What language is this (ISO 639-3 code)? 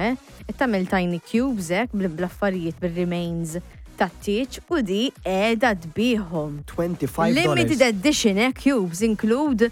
mlt